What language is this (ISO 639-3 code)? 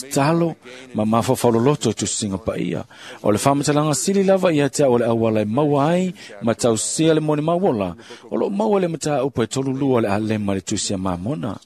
smo